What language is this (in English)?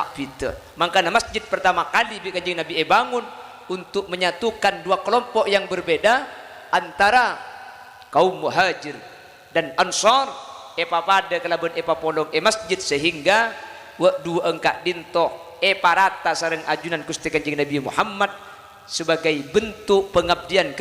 Madurese